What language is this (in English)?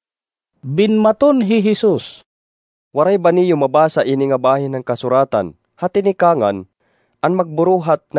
Waray